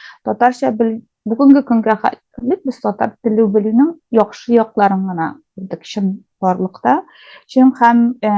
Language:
Tatar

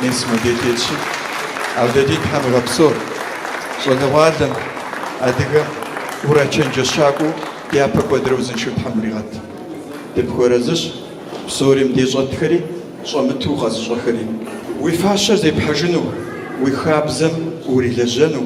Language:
Kabardian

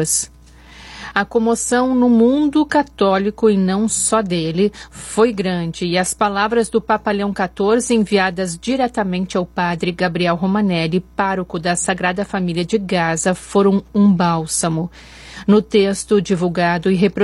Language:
Portuguese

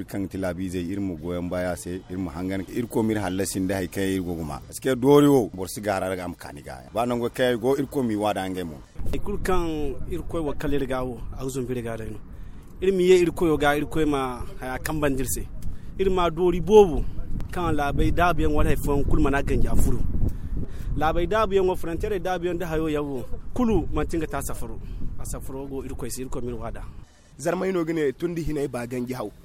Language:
Zarma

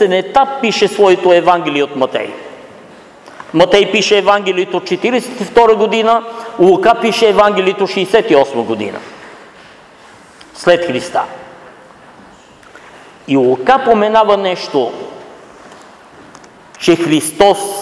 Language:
Bulgarian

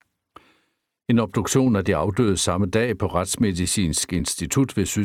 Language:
Danish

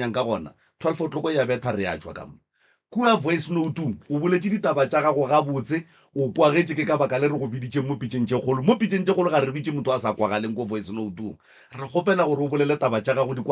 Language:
Northern Sotho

